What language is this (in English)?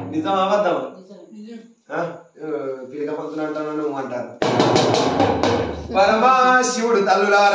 Telugu